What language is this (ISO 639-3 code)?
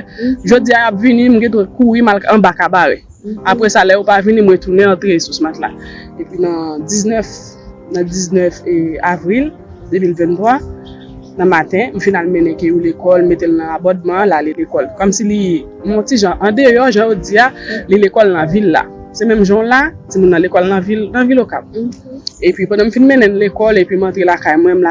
hat